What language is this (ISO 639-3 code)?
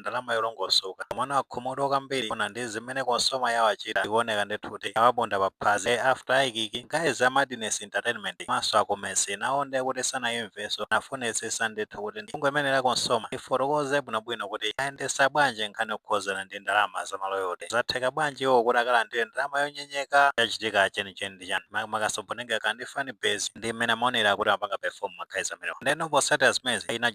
nya